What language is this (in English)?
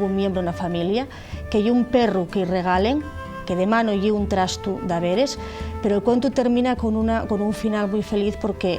Asturian